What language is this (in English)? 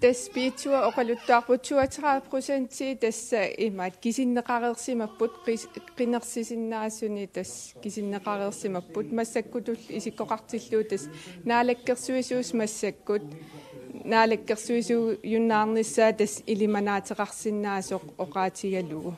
Kalaallisut